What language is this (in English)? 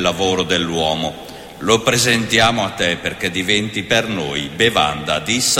Italian